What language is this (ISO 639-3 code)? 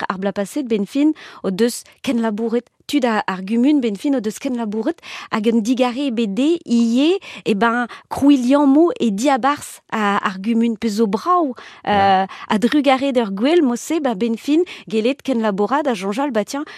bre